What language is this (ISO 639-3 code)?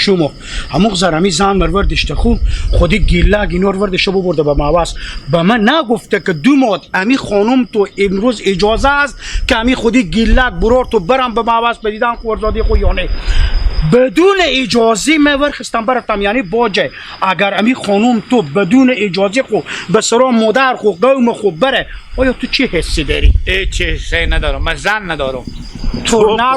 haz